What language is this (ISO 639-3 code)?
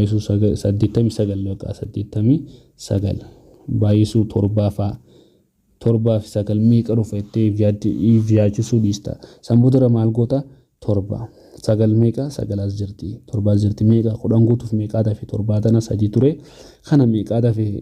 orm